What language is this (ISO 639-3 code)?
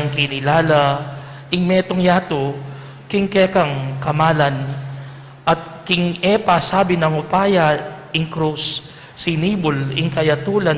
pam